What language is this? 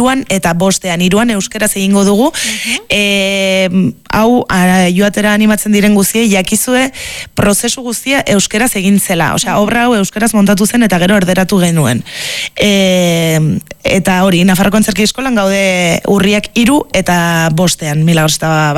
Basque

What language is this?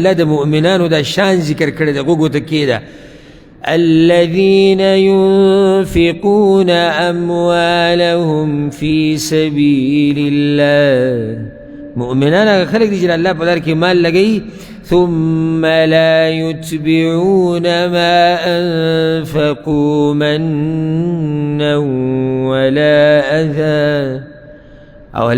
Pashto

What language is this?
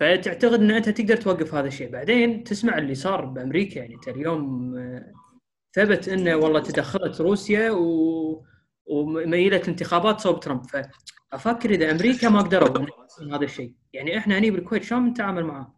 Gulf Arabic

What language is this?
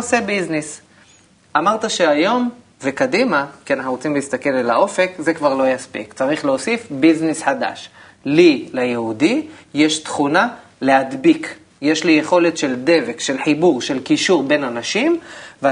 Hebrew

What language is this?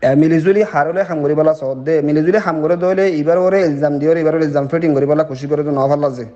Rohingya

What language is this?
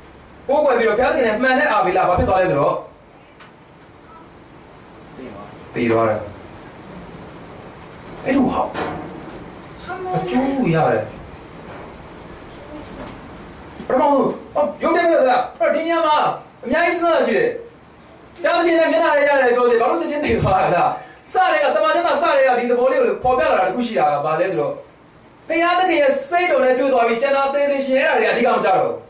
Burmese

